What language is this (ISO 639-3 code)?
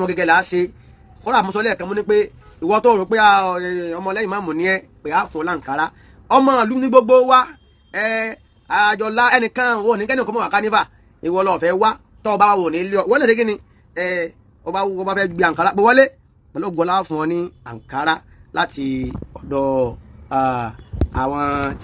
yor